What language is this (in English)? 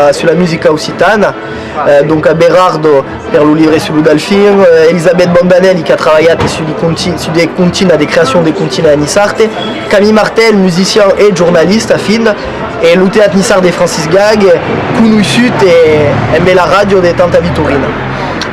Occitan